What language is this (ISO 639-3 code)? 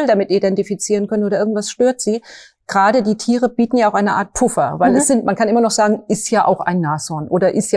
deu